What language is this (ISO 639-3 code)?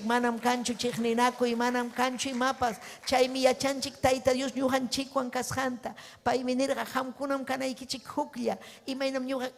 quy